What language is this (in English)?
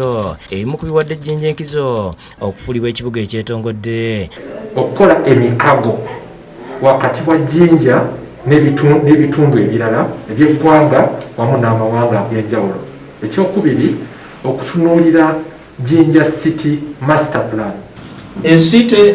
Ganda